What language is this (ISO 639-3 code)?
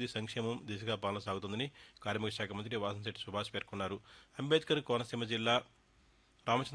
tel